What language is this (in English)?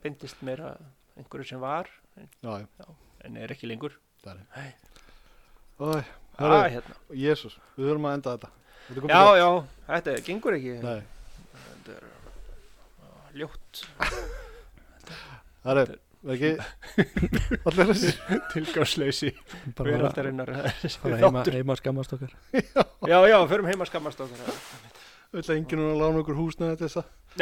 Icelandic